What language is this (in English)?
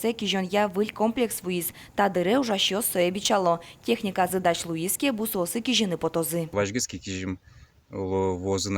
Udmurt